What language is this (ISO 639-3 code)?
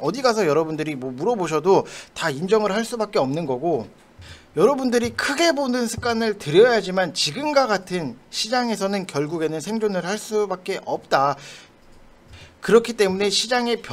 kor